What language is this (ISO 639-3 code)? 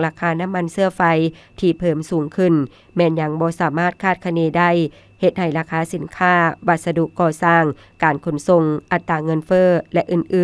lao